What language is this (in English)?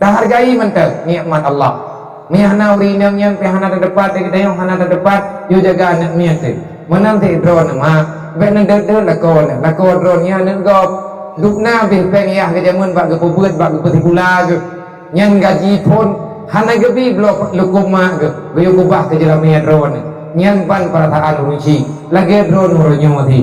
Achinese